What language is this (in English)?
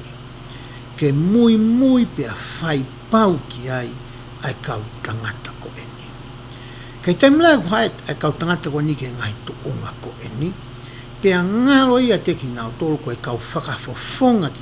Tongan